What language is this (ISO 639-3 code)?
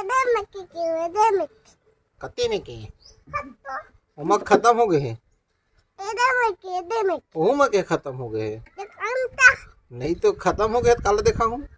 hne